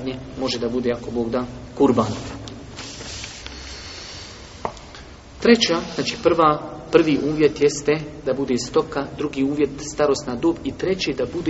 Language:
Bosnian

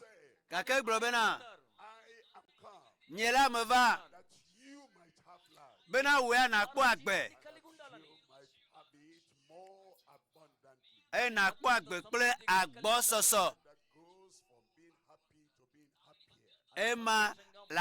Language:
Ewe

